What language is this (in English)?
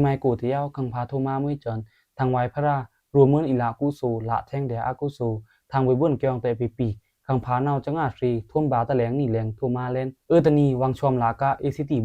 Pa'o Karen